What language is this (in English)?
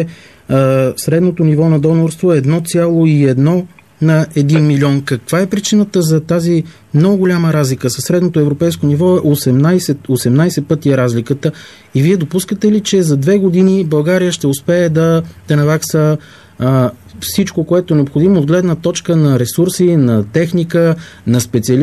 Bulgarian